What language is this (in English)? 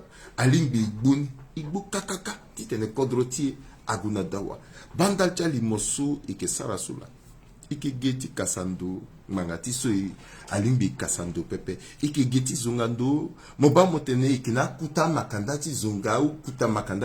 Sango